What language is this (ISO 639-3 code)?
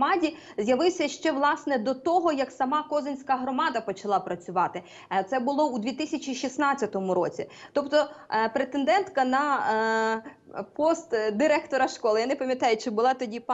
ukr